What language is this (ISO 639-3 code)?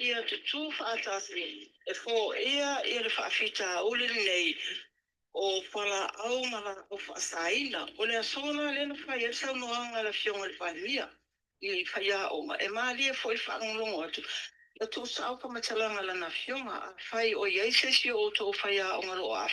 smo